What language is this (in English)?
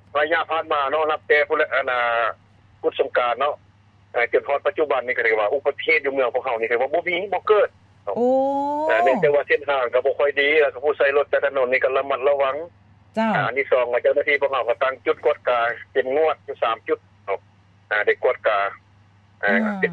Lao